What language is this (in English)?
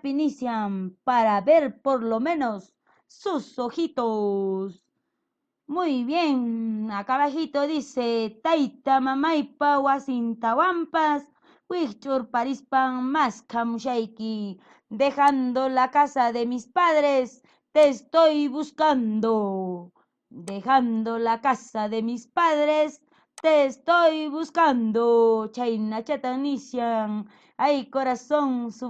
Quechua